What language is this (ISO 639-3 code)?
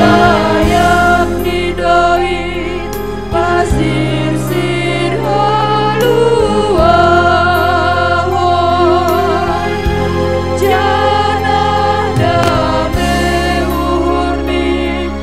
bts